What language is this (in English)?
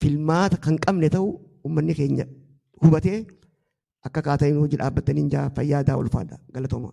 Oromo